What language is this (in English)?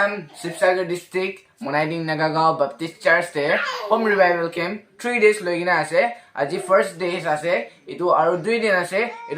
Naga Pidgin